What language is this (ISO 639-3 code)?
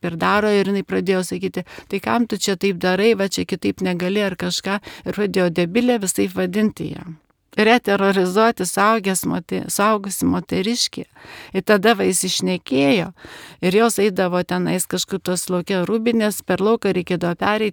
lit